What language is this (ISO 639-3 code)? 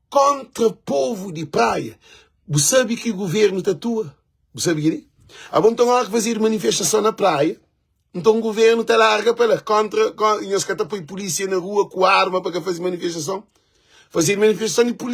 kea